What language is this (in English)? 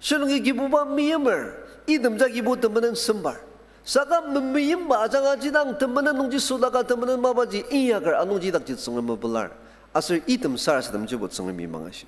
Ao Naga